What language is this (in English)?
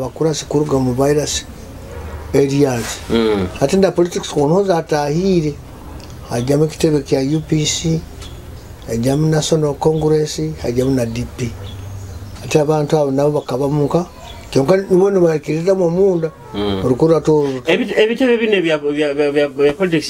Nyoro